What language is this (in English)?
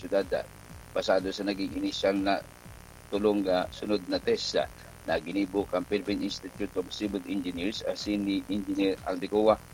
Bikol